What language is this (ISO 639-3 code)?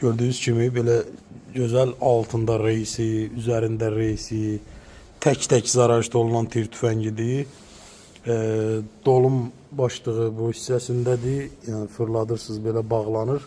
aze